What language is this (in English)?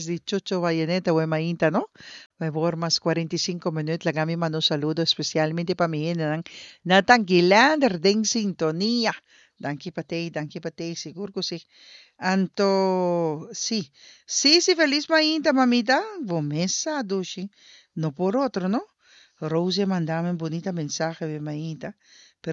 Papiamento